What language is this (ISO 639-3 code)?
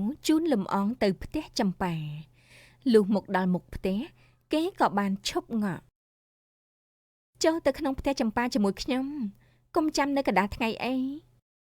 khm